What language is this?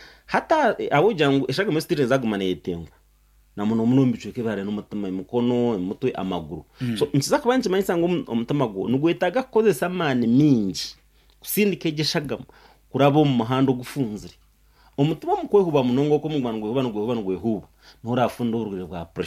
Nyankole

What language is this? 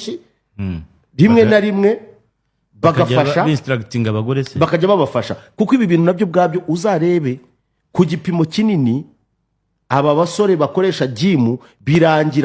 Kinyarwanda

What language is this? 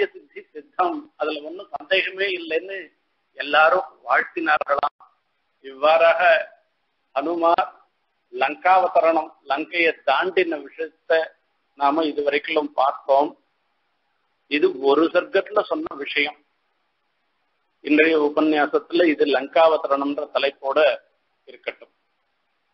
Tamil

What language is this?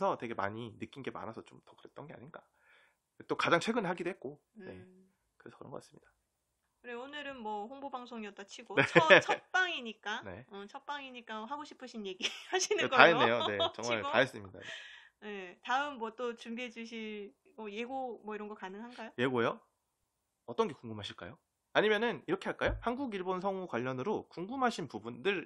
Korean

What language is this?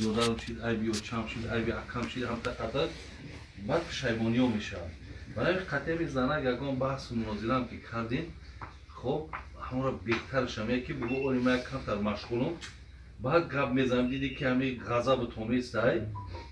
Tajik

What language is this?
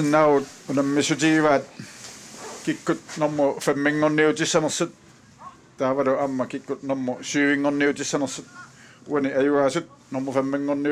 Kalaallisut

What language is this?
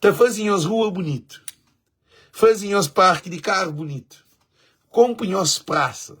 Kabuverdianu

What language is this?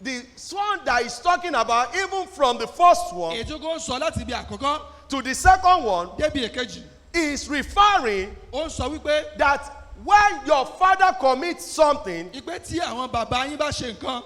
Yoruba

